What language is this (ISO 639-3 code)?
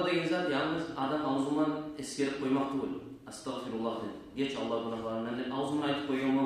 kum